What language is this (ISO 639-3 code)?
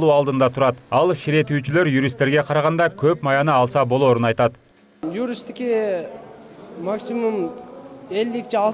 kir